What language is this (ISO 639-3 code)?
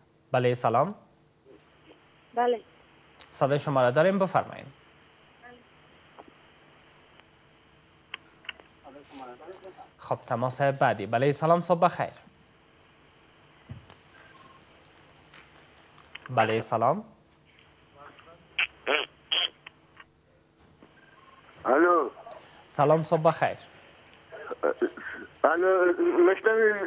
fas